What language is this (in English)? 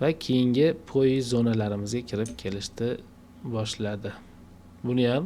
Uzbek